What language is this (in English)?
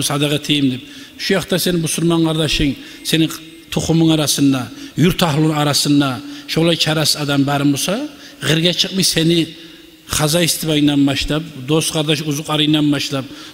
Kumyk